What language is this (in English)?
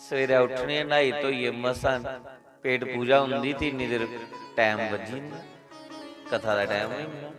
Dogri